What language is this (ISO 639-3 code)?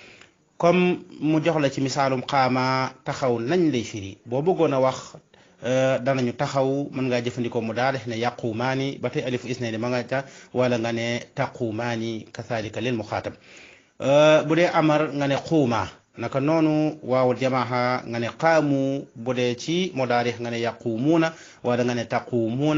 wol